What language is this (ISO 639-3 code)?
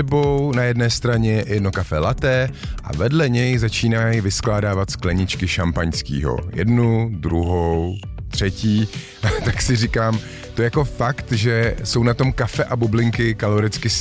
ces